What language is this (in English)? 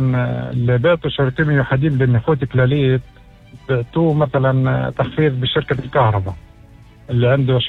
North Levantine Arabic